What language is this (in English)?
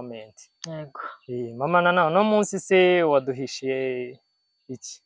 Kinyarwanda